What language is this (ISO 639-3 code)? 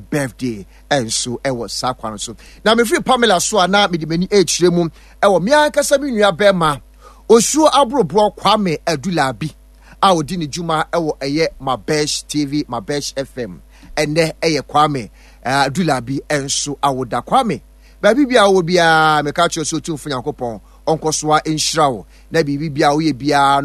aka